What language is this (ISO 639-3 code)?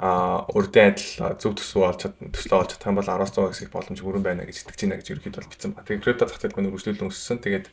mon